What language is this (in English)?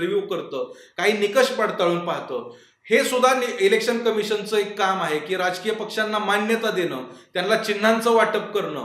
Marathi